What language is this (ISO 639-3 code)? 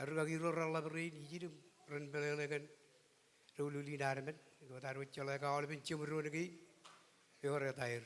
mah